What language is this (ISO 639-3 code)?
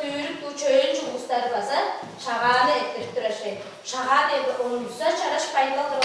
tyv